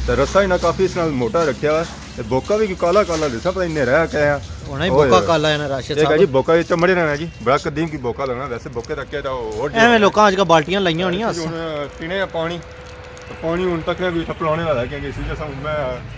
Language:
Pahari-Potwari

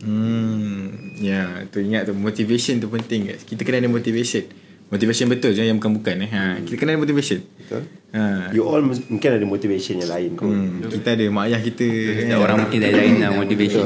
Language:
Malay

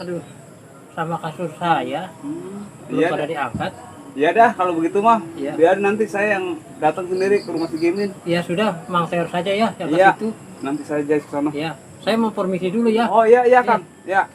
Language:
Betawi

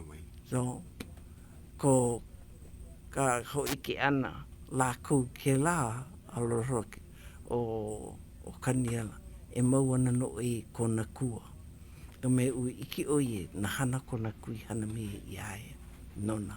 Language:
Hawaiian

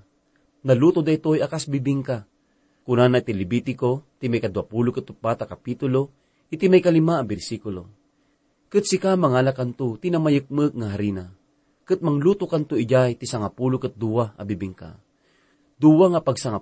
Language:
Iloko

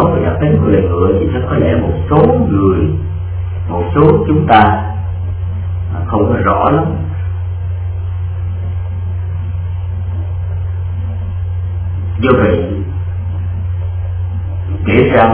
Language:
Vietnamese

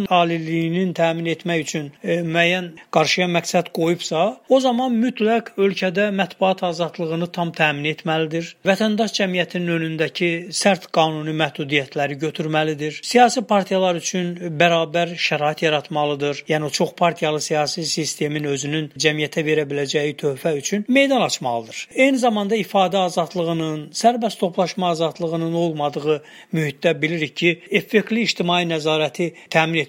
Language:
Azerbaijani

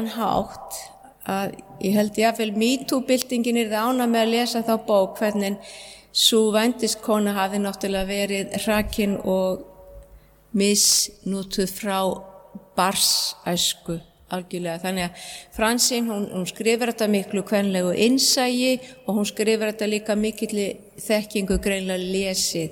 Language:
Icelandic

